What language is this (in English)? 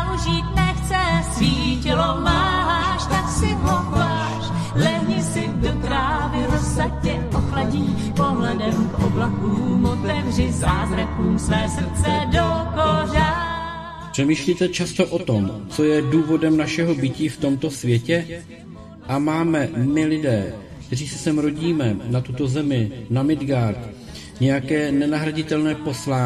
Czech